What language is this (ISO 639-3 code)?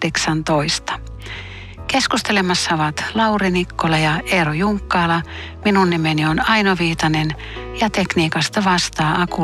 fin